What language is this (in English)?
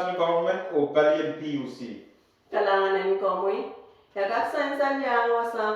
Pohnpeian